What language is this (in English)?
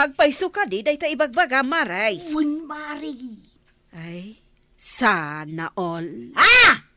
Iloko